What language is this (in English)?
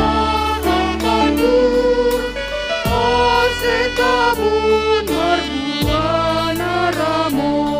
Batak Simalungun